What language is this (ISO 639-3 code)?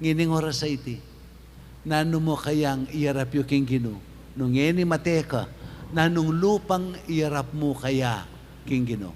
pam